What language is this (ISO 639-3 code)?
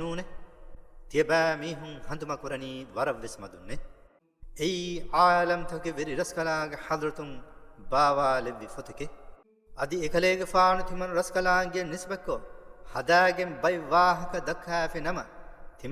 div